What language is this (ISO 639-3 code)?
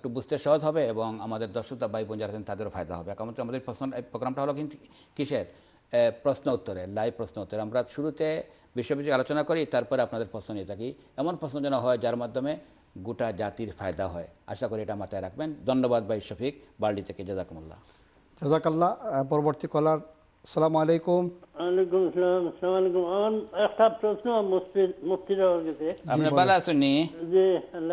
ben